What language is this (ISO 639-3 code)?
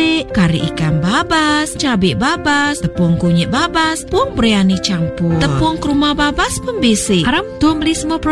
iba